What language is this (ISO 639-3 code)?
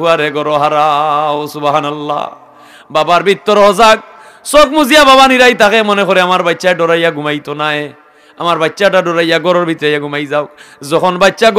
syl